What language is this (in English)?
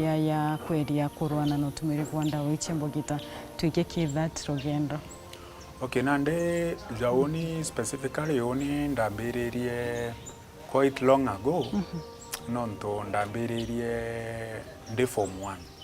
Meru